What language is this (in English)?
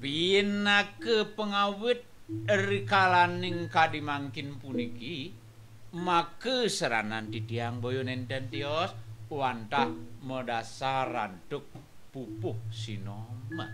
Balinese